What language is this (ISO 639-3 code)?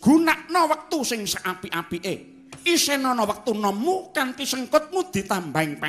jav